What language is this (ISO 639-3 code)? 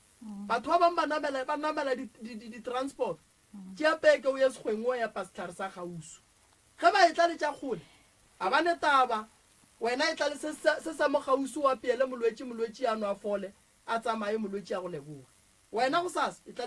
nso